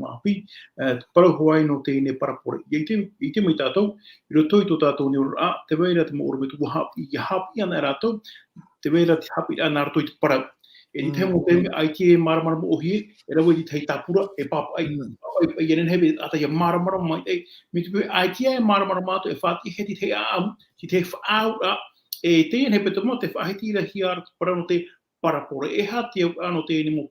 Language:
Tahitian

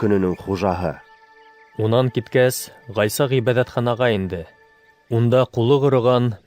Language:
Bashkir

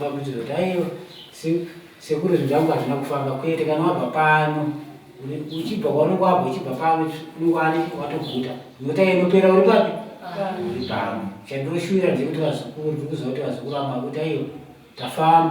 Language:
Shona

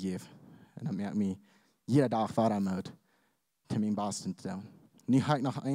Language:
Plautdietsch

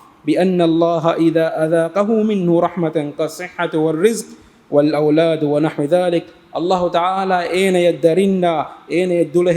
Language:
Divehi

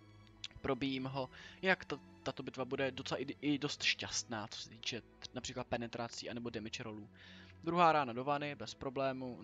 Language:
Czech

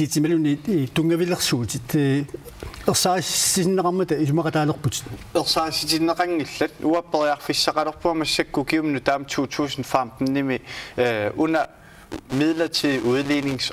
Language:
Kalaallisut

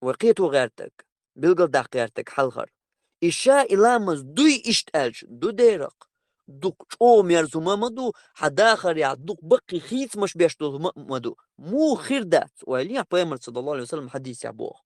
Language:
Chechen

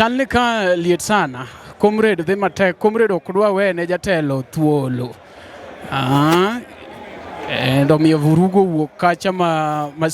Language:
Luo (Kenya and Tanzania)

